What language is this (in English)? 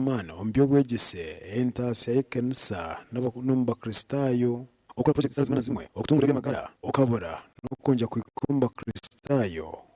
Nyankole